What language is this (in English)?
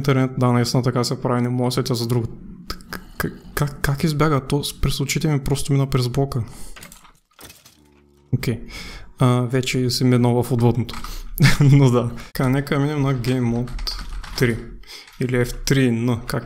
Bulgarian